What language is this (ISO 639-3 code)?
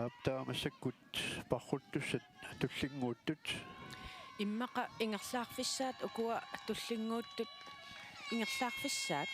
kal